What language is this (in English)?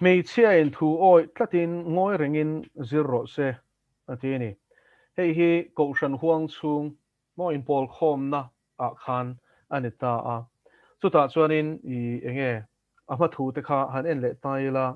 Mizo